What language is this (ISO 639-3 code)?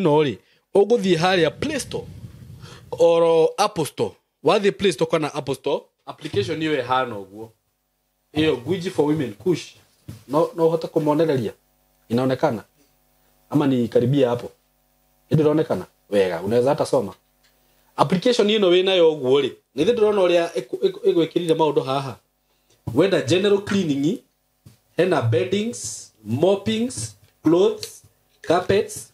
kik